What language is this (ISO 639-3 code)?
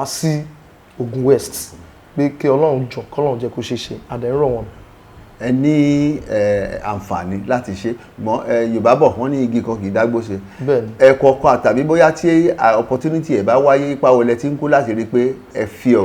yor